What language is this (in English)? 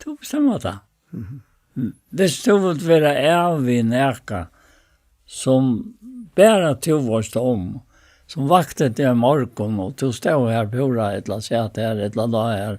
Faroese